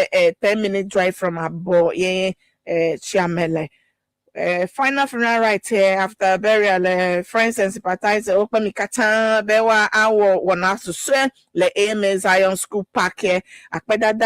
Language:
Ewe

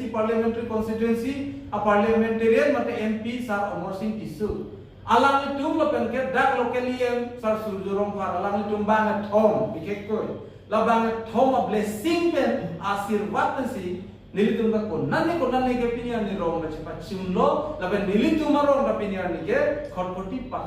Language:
Karbi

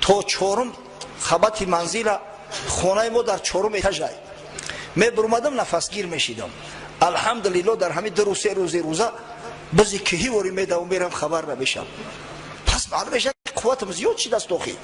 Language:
Tajik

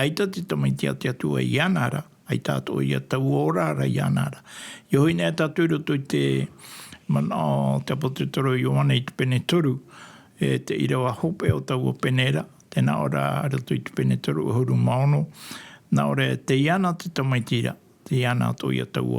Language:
Tahitian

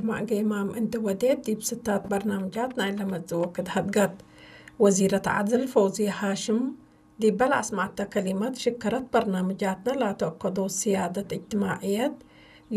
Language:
Tigre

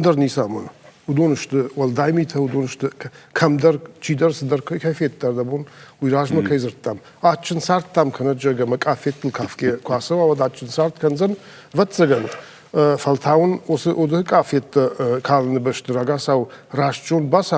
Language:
Ossetic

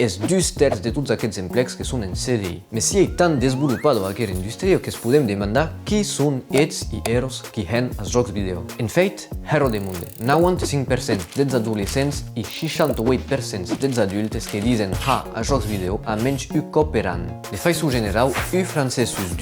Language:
Occitan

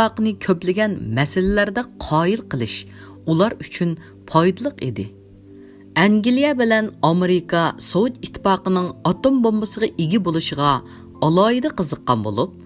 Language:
Uyghur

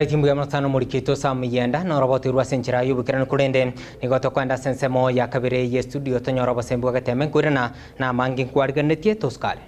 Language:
Gusii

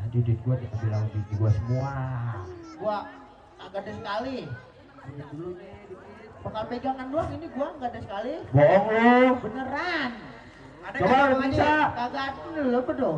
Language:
Betawi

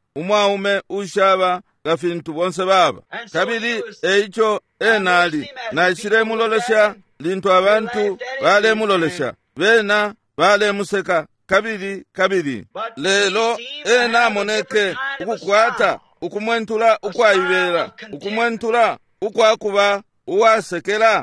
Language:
Bemba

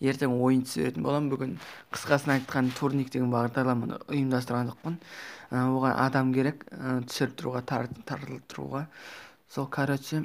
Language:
Kazakh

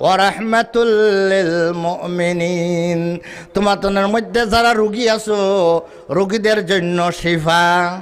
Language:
Sylheti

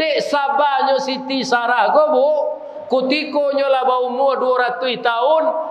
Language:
Minangkabau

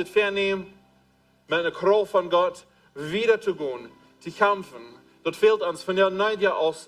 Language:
Plautdietsch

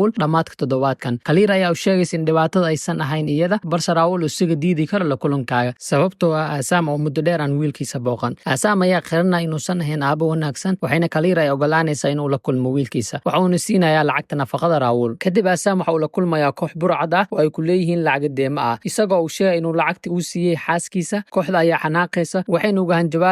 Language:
Somali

